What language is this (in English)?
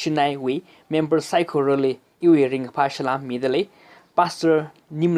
Tangkhul Naga (India)